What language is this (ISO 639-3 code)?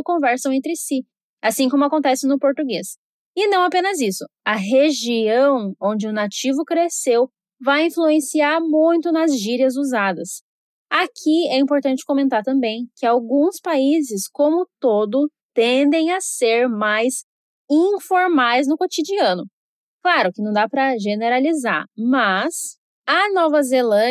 por